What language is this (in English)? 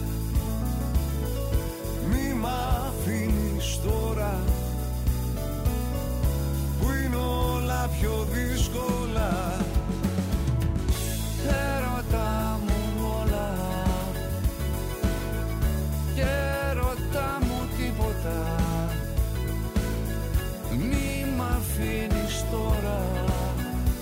Greek